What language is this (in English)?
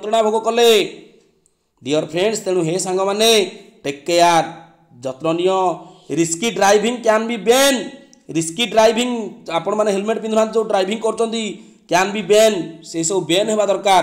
Odia